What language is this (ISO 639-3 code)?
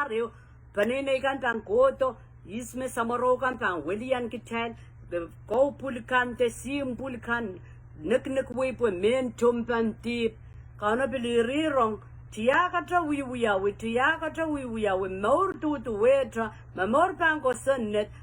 pon